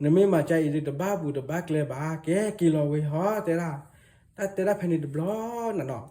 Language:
S'gaw Karen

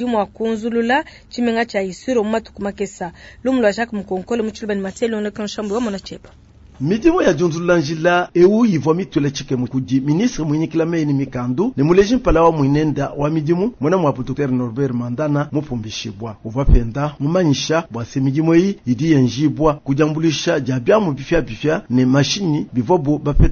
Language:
Luba-Lulua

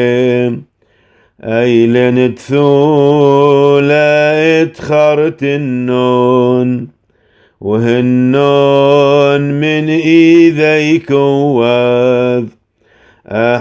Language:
Classical Syriac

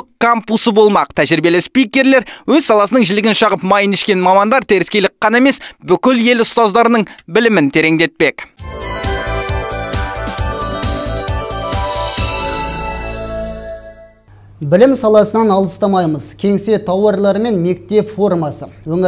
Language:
Kazakh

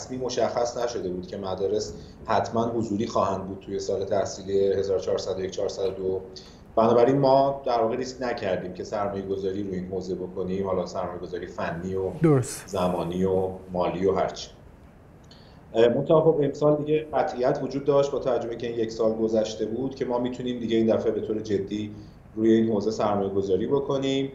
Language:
Persian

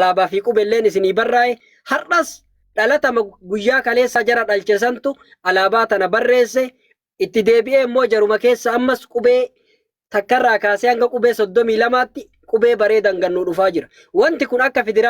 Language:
Oromo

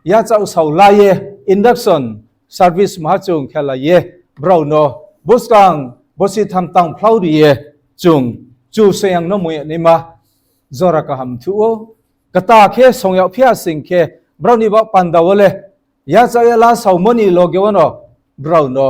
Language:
Riang (India)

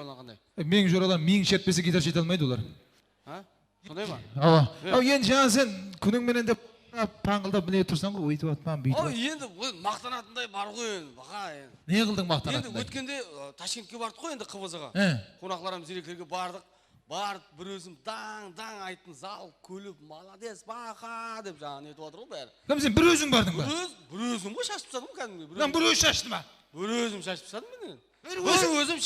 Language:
Kara-Kalpak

